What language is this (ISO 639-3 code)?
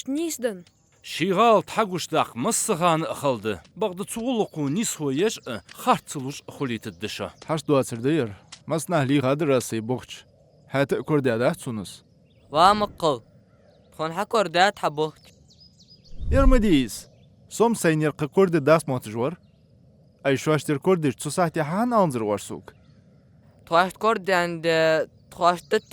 inh